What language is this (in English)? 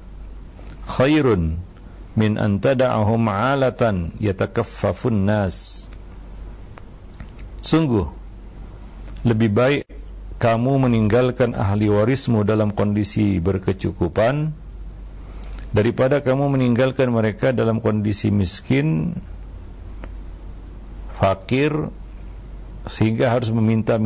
Indonesian